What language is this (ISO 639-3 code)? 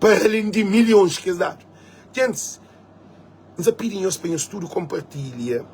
kea